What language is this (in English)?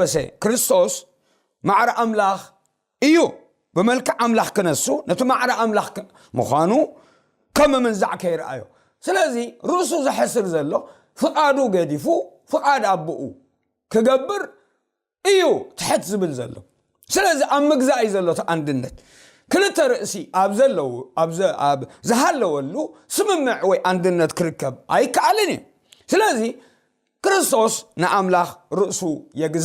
Tigrinya